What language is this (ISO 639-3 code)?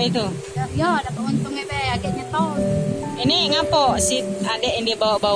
mui